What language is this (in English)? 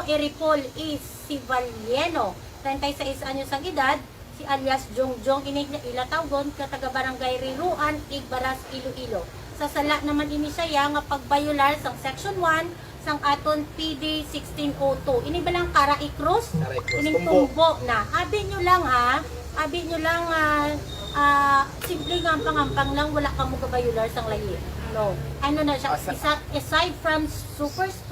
Hiligaynon